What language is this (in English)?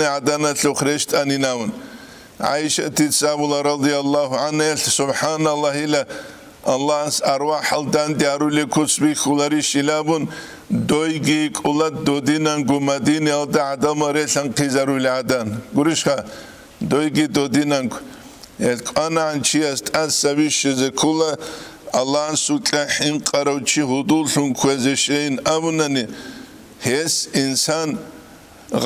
Avaric